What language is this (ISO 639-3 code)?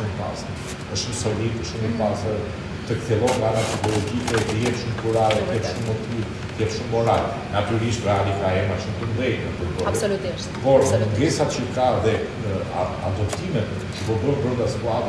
sqi